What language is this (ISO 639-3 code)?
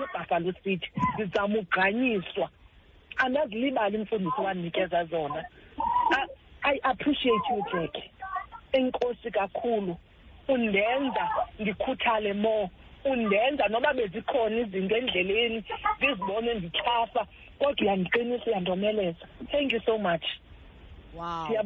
xho